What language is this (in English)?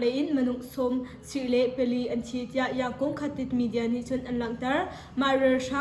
Hakha Chin